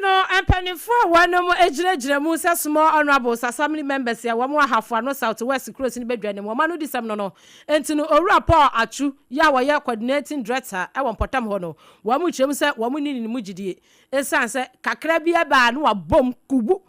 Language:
Akan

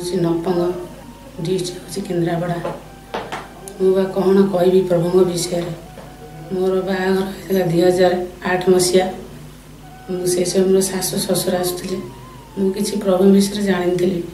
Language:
Odia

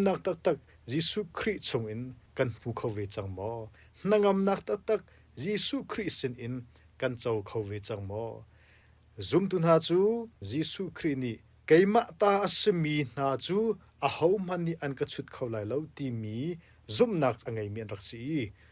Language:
Hakha Chin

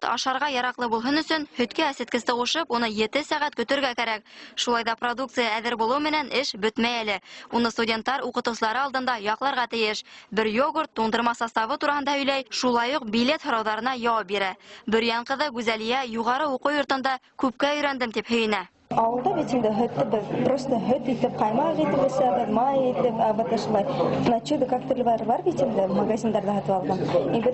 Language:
Bashkir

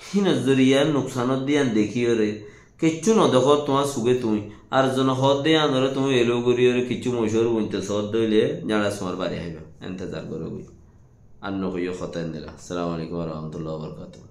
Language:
Rohingya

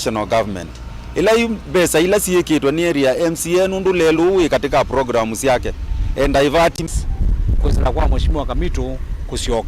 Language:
Kamba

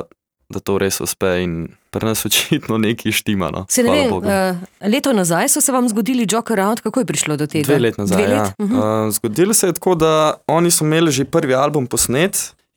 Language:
Slovenian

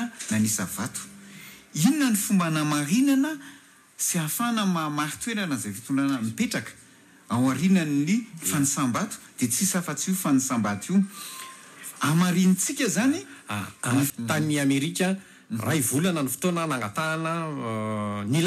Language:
Malagasy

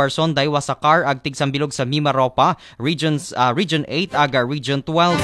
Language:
Aklanon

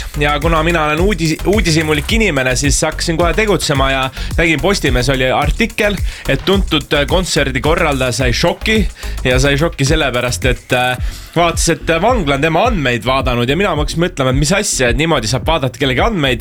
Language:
Estonian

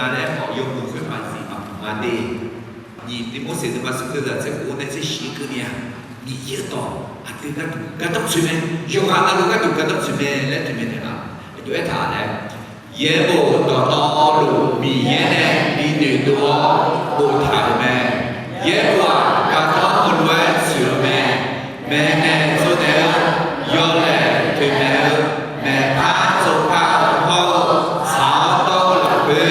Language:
Akha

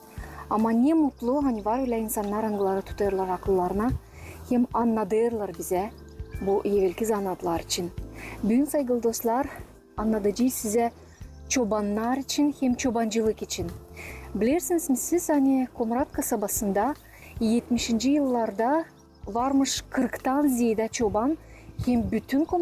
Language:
Gagauz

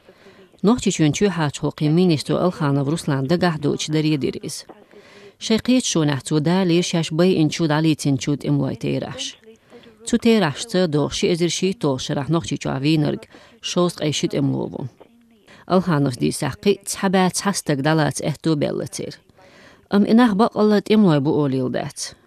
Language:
Chechen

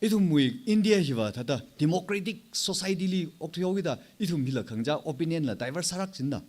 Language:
Tangkhul Naga (India)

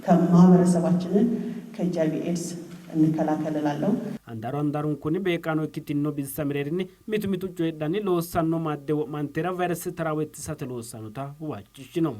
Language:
Sidamo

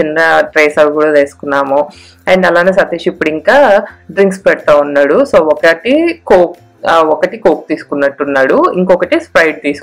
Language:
Telugu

